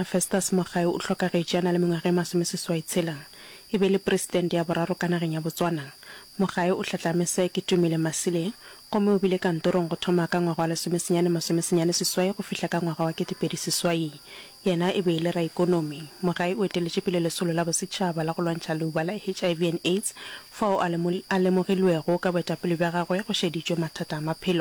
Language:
Northern Sotho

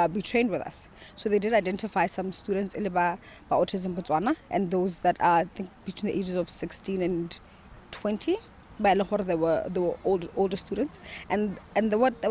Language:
Tswana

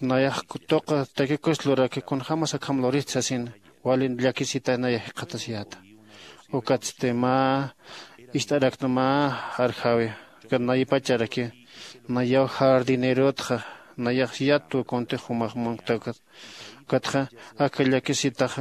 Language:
Aymara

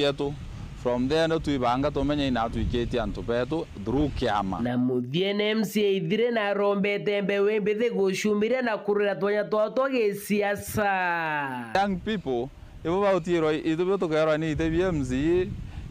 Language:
Meru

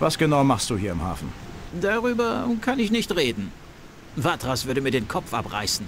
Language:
Bavarian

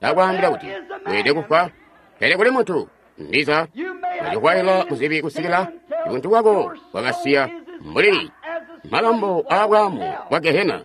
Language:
Tonga (Zambia)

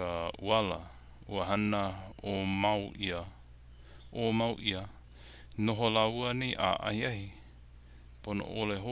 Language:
Hawaiian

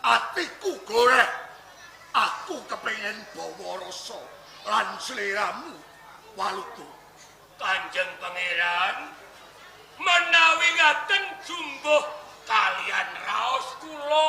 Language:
Javanese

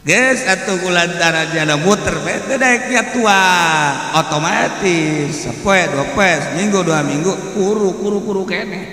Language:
Sundanese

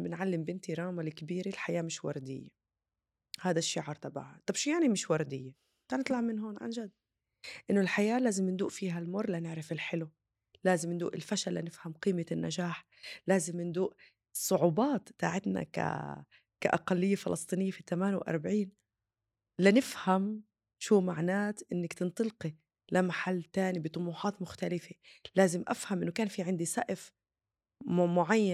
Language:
North Levantine Arabic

